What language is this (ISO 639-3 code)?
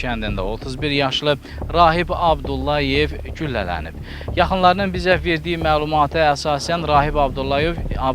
aze